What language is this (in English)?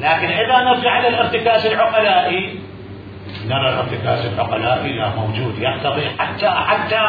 Mesopotamian Arabic